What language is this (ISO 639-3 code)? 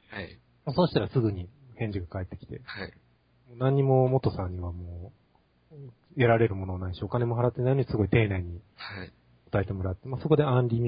jpn